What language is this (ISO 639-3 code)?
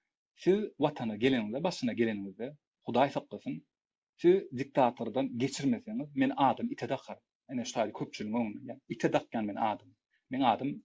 tuk